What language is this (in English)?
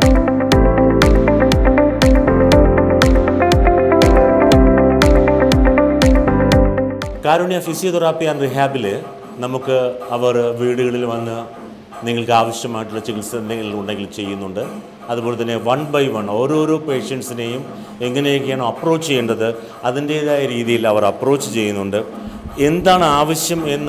Malayalam